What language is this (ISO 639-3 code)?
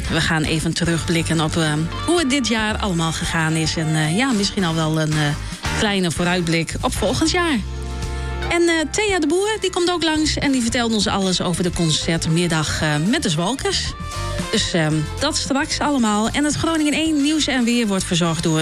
nld